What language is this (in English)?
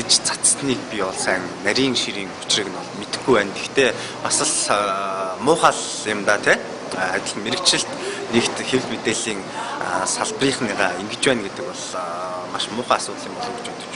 Mongolian